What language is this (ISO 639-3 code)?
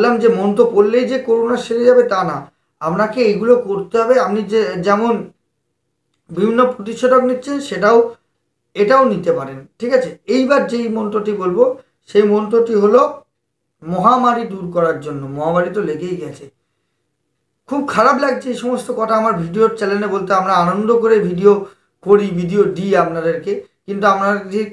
ben